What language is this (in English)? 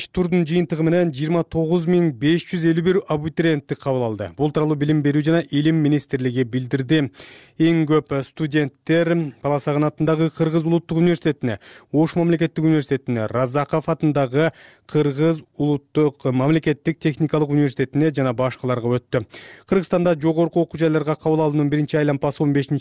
Kyrgyz